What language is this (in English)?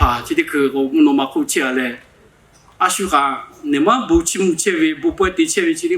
Lahu